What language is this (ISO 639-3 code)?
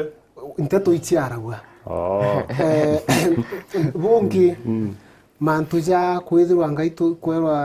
mer